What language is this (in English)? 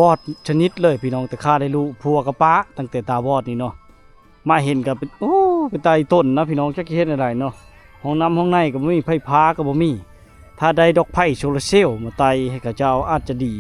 Lao